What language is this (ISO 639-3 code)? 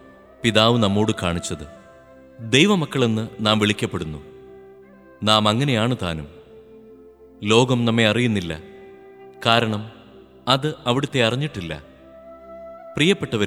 mal